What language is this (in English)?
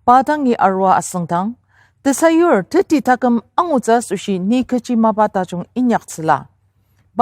Ao Naga